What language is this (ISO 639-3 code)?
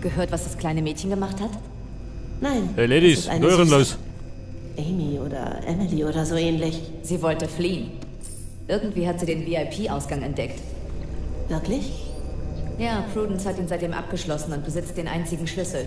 bar